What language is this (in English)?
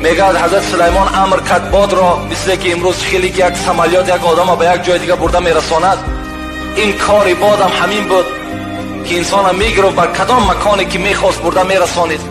Tajik